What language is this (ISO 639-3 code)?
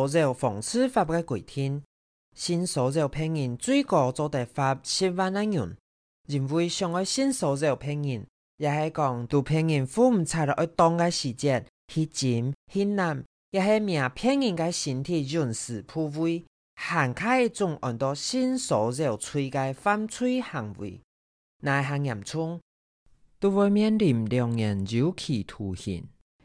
hak